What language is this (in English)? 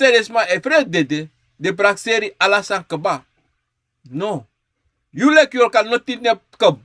Sranan Tongo